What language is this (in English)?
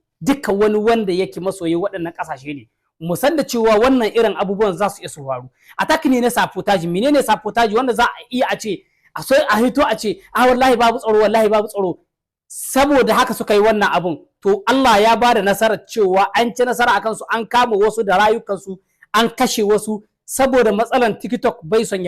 Hausa